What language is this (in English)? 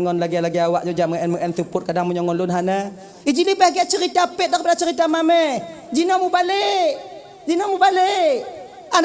Achinese